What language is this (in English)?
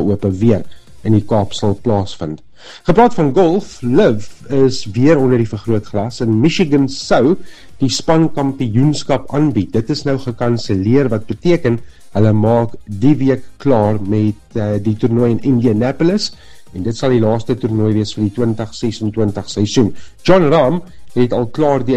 Afrikaans